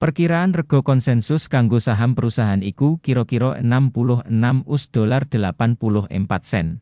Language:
Javanese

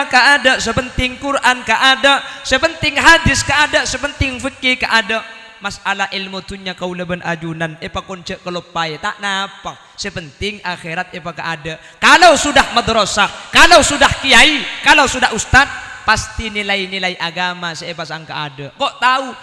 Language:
Madurese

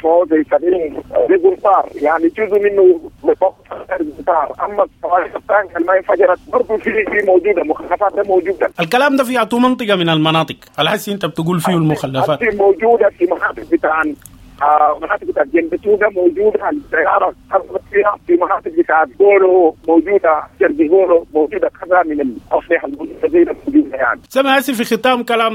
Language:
Sudanese Arabic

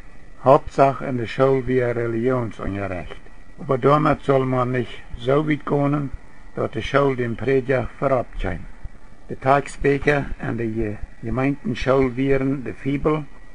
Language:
Plautdietsch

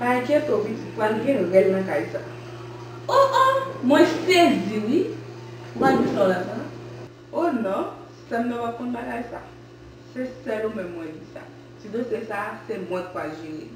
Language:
Haitian Creole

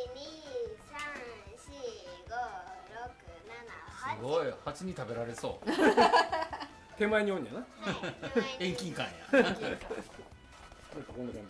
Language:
Japanese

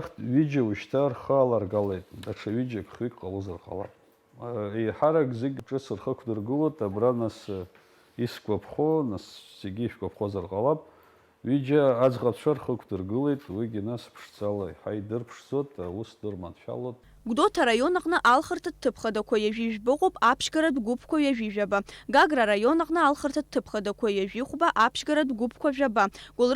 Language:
Abkhazian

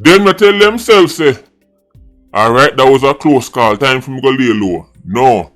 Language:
Jamaican Creole English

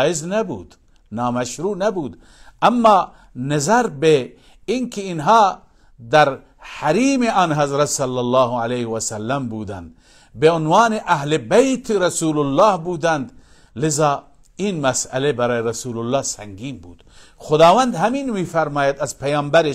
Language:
Persian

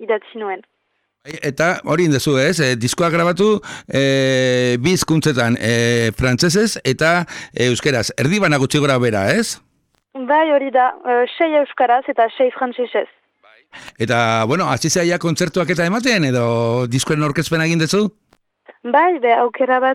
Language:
Basque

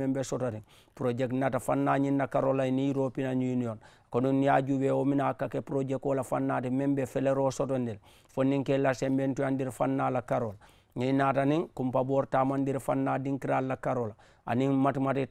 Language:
Mandingo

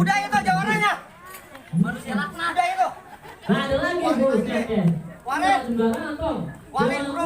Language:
Betawi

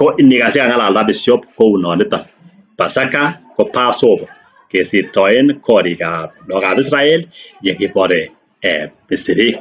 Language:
Kalenjin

